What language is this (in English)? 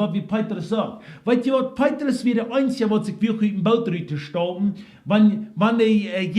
Plautdietsch